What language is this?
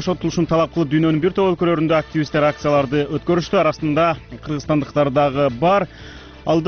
Kyrgyz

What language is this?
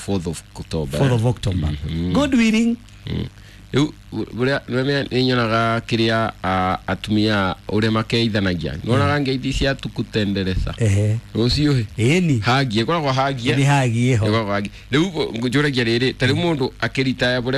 Kikuyu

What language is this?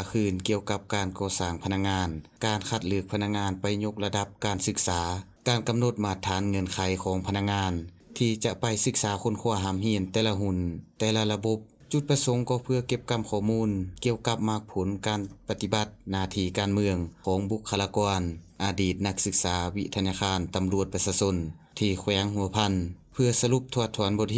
Lao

